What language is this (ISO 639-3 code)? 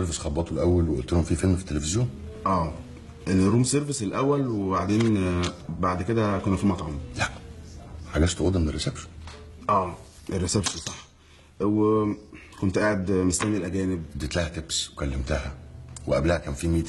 arz